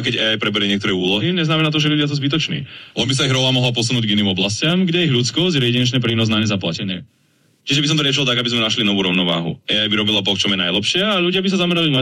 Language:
Slovak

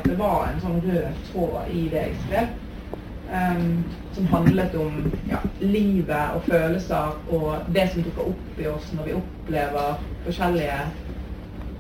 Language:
Norwegian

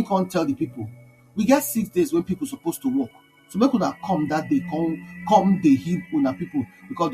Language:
Nigerian Pidgin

